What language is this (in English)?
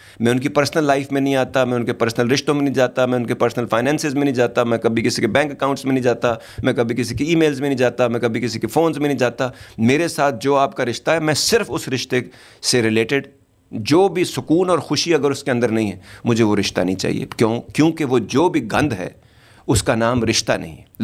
Urdu